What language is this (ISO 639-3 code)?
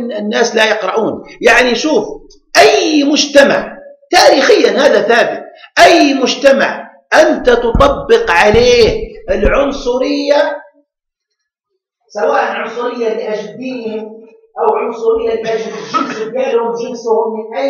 ara